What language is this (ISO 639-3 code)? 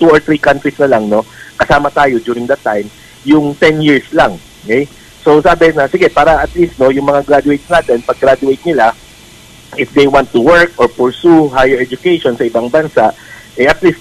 ceb